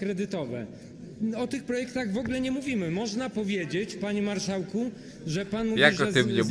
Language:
Polish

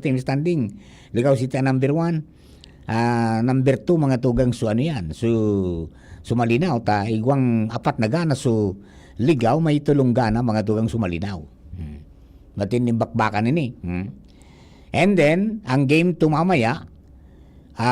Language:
Bikol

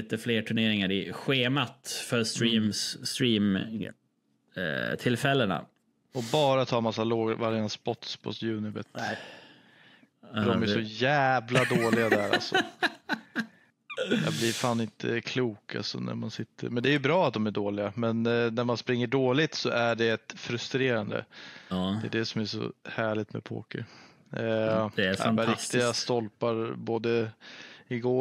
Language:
Swedish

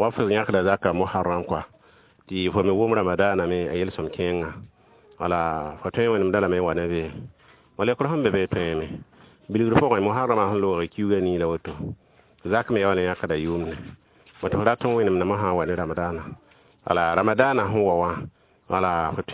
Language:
Mossi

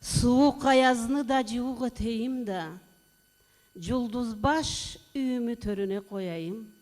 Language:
Karachay-Balkar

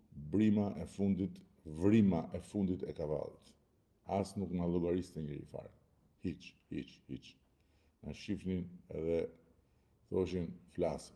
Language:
Albanian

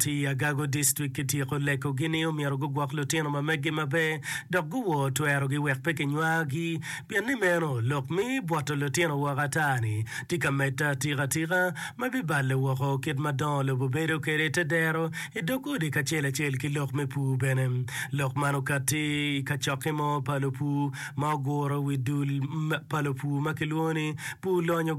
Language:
Acoli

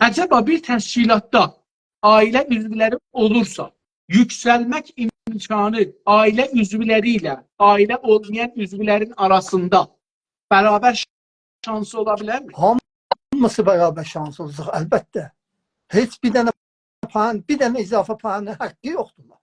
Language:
South Azerbaijani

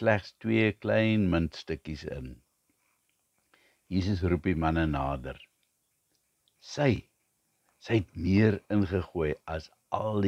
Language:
Afrikaans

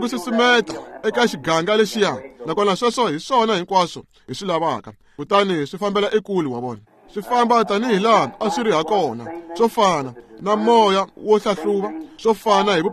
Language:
Tsonga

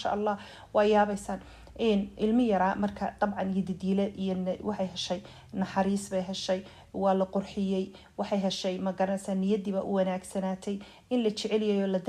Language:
Somali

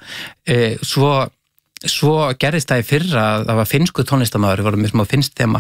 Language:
Icelandic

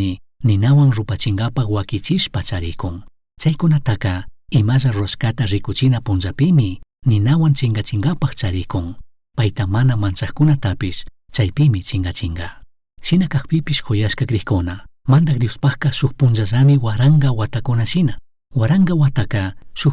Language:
Chimborazo Highland Quichua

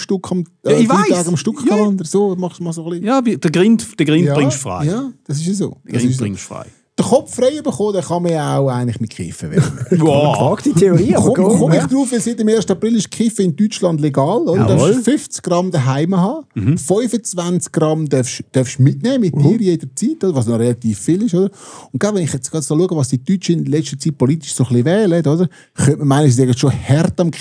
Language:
Swiss German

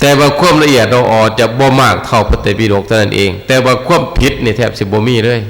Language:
Northeastern Thai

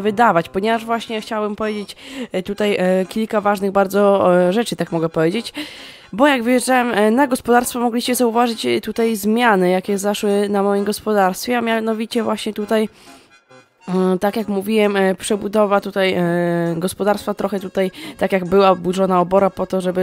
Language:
Polish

